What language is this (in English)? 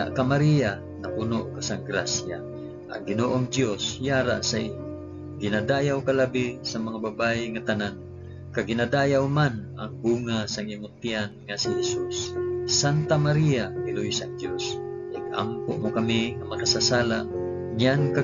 Hiligaynon